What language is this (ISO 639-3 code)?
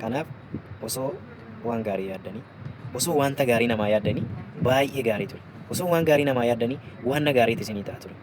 orm